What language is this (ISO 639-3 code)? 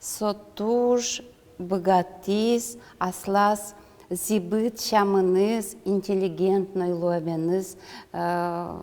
udm